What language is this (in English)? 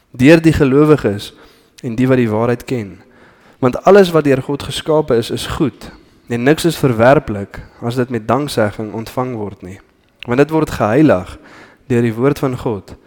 Afrikaans